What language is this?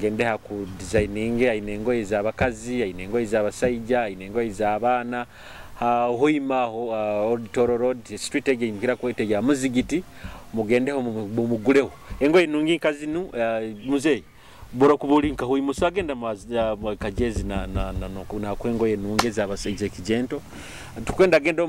Nyoro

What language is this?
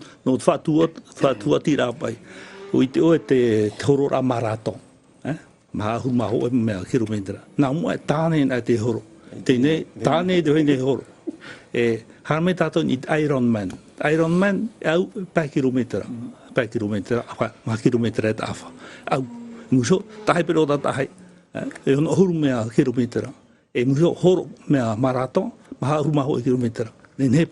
Tahitian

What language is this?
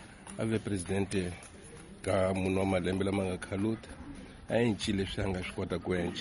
Tsonga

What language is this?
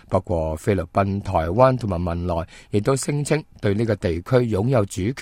Cantonese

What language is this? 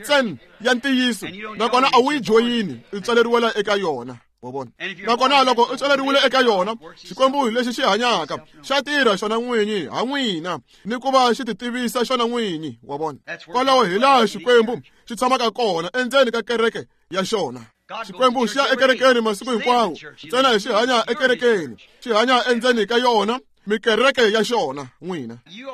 Tsonga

